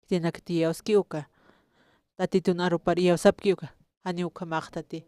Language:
Aymara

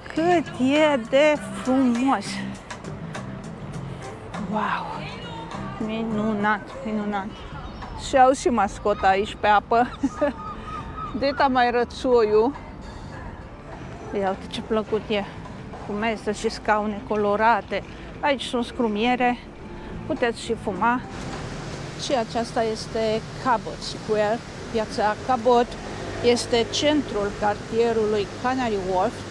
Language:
Romanian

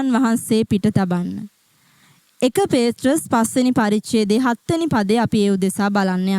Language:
Sinhala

